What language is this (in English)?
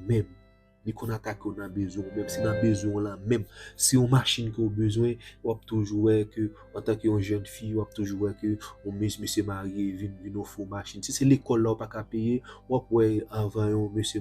Haitian Creole